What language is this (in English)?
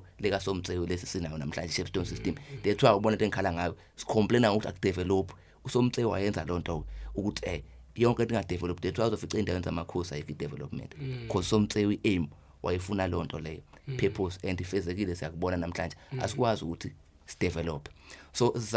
Zulu